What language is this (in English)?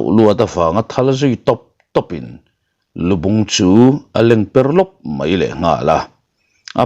Mizo